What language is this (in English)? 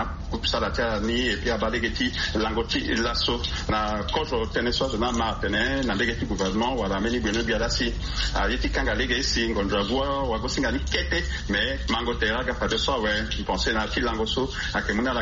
Sango